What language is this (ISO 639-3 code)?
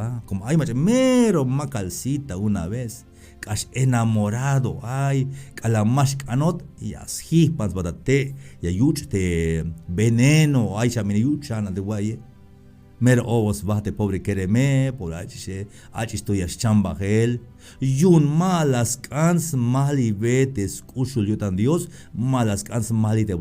tzh